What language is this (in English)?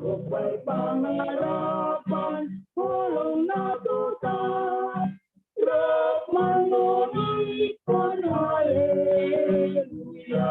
Batak Simalungun